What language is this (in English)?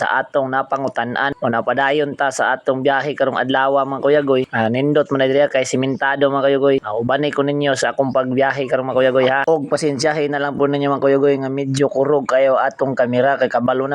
Cebuano